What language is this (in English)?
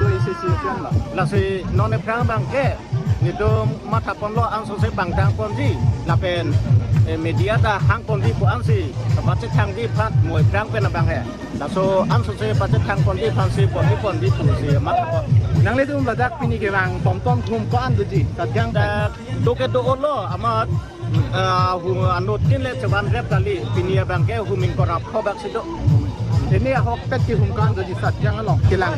Karbi